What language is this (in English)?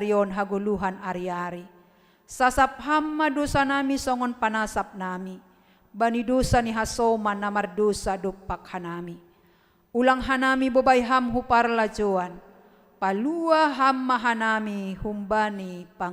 Batak Simalungun